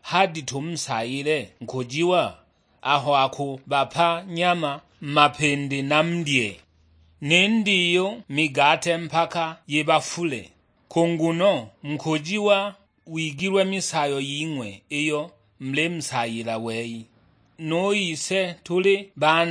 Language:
Sukuma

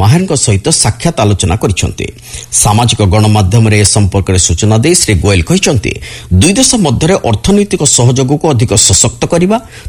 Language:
Odia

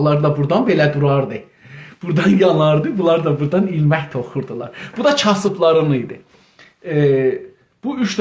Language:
South Azerbaijani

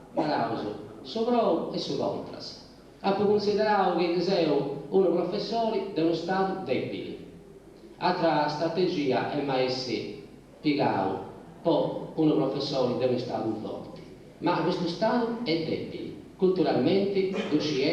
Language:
Sardinian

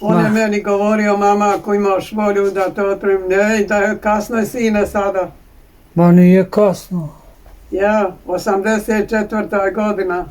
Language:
Bosnian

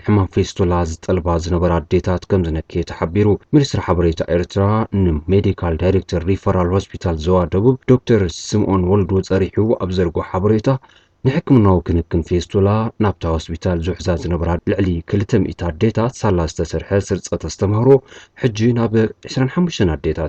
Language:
Tigrinya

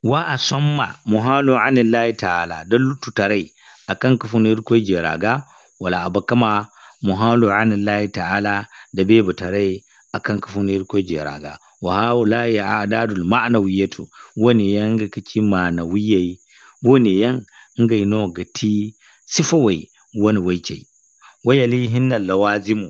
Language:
Zarma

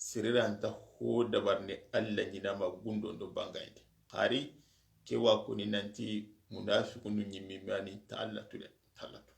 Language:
Soninke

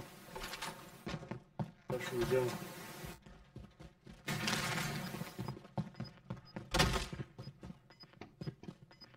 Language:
Bulgarian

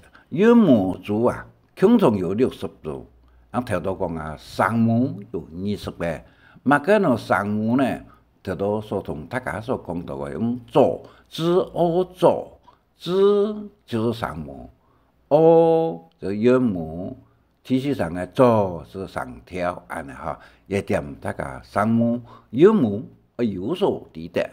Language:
Hakka Chinese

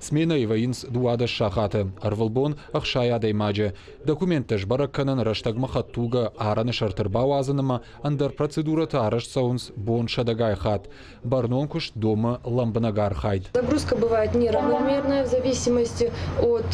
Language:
Ossetic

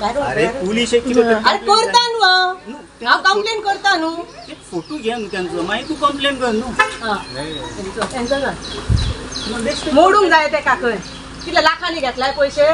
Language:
Konkani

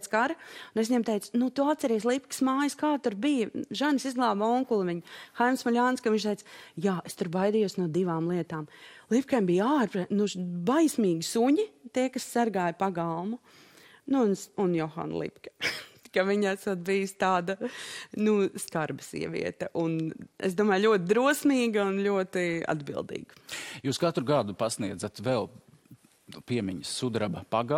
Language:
Latvian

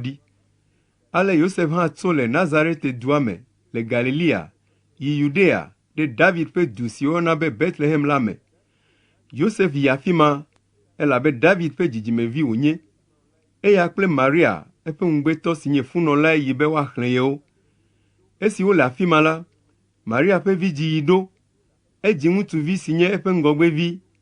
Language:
Ewe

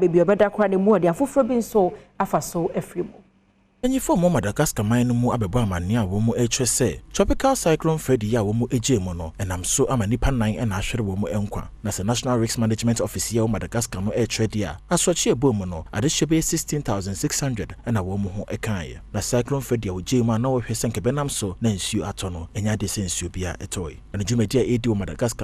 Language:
Akan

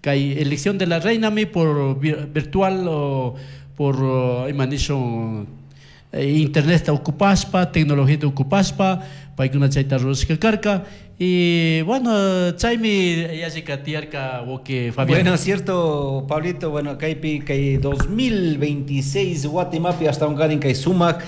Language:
Chimborazo Highland Quichua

